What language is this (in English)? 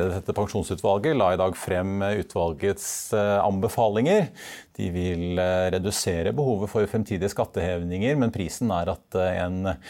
Norwegian